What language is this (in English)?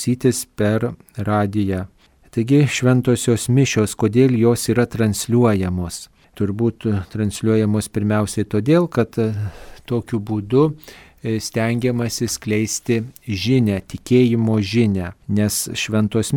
Lithuanian